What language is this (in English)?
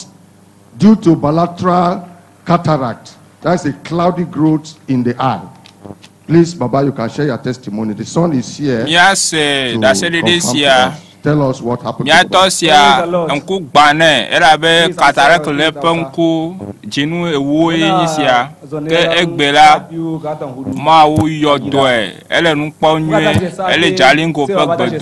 Ewe